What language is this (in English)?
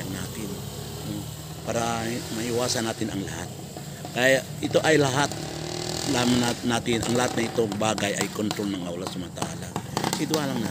Yakan